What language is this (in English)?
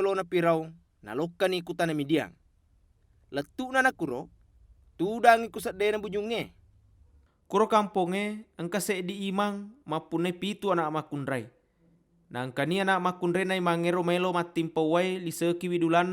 Buginese